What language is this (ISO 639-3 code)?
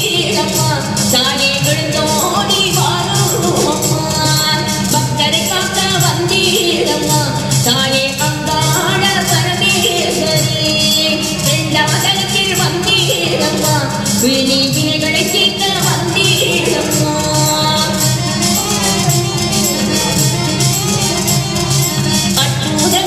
tam